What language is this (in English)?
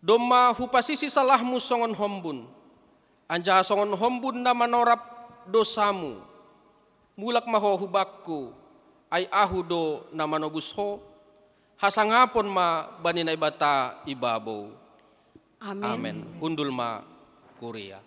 Batak Simalungun